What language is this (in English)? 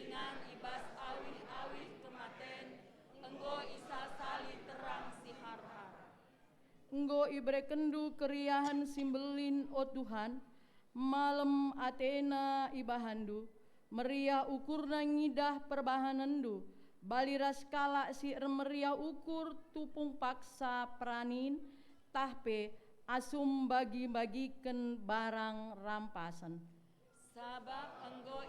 Batak Karo